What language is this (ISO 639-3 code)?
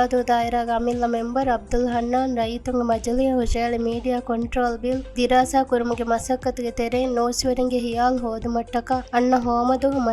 div